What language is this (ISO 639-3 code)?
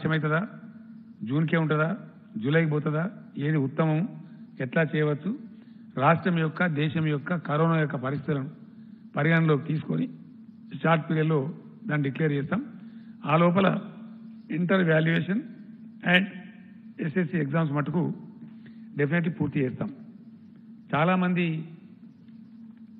tel